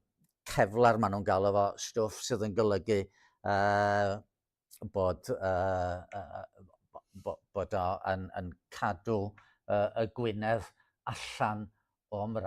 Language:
Welsh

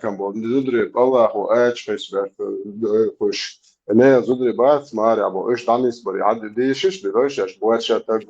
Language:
Chechen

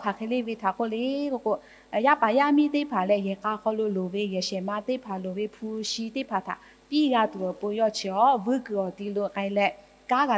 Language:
Lahu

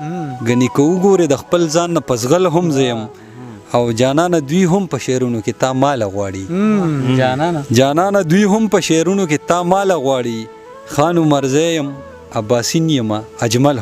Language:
Pashto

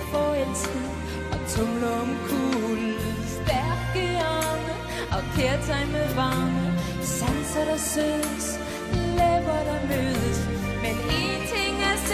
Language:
Danish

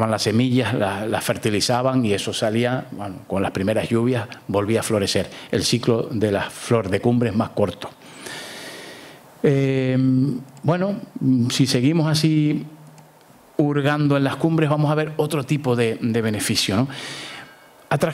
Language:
Spanish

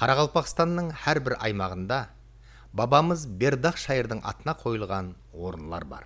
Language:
Kara-Kalpak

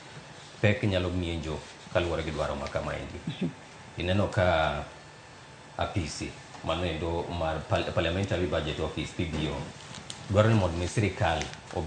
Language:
Luo (Kenya and Tanzania)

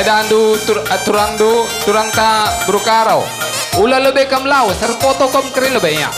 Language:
Batak Karo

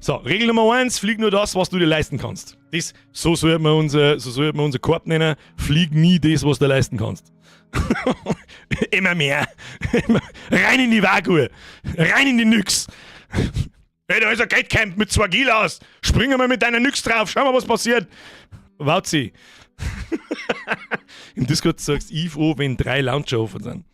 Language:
Bavarian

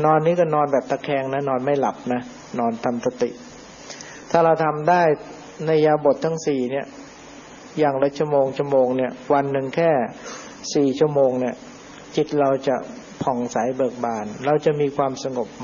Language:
Thai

